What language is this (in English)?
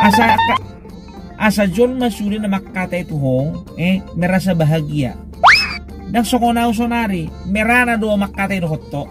Batak Toba